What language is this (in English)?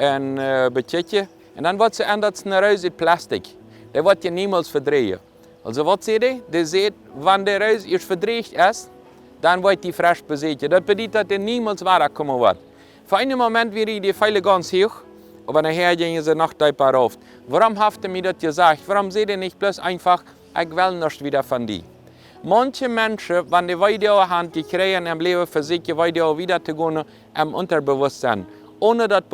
Plautdietsch